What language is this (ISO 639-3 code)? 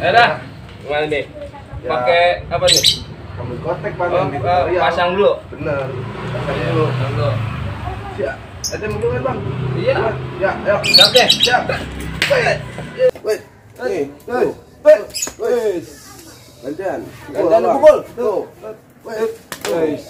bew